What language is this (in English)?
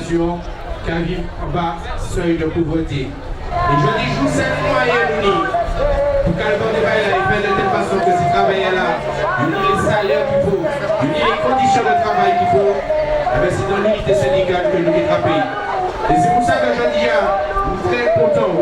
Guadeloupean Creole French